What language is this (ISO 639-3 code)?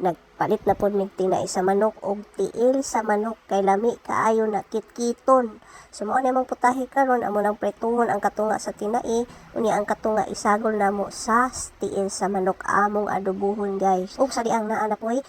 ceb